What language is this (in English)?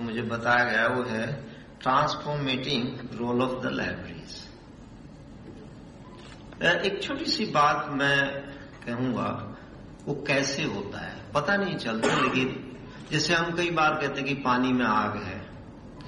Hindi